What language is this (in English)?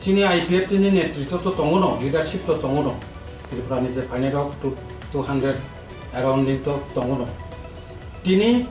Riang (India)